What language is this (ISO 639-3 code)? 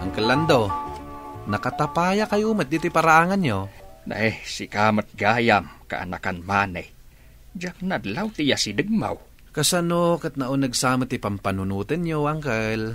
ilo